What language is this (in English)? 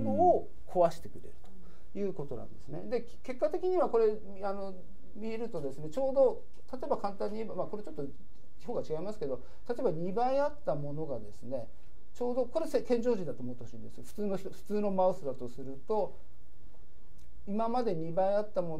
Japanese